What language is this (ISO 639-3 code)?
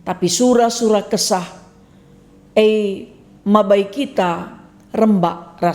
btx